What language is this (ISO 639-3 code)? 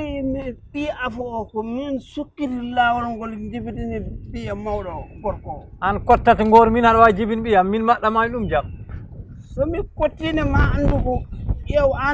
ful